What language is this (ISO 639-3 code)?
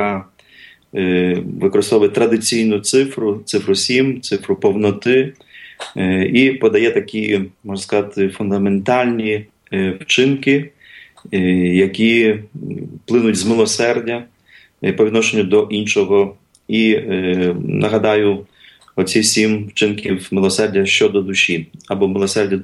ukr